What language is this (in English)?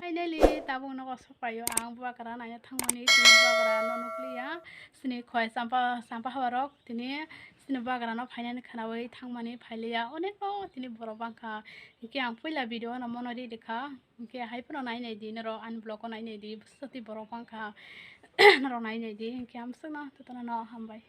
Kok Borok